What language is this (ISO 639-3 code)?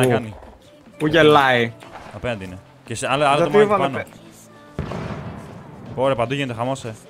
ell